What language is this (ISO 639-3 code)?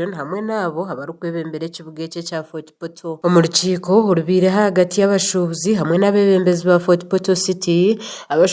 nyn